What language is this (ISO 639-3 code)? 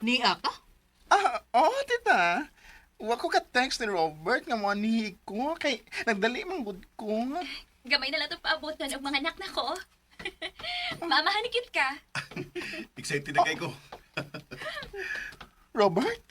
ceb